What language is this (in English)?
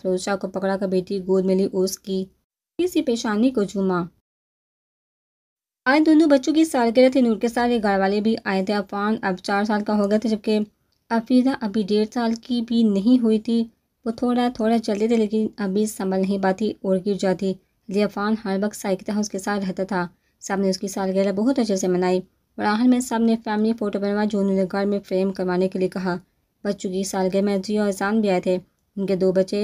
Urdu